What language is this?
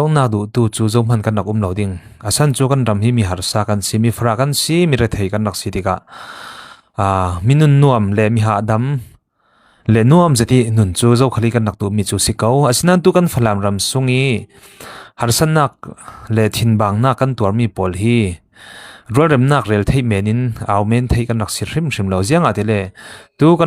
Falam Chin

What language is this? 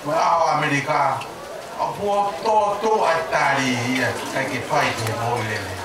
Tongan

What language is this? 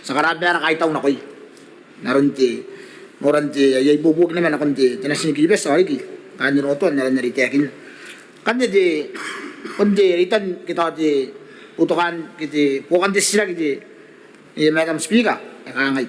Gilbertese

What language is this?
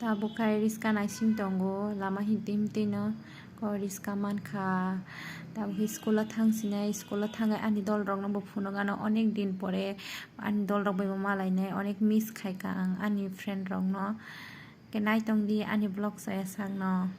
Kok Borok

